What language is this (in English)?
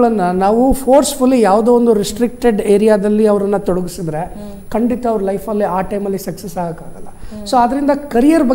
Kannada